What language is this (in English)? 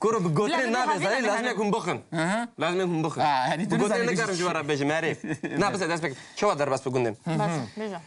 Kurdish